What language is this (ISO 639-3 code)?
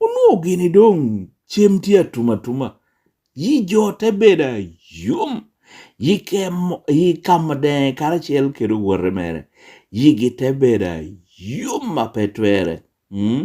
laj